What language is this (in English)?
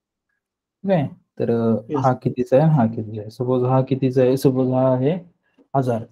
Marathi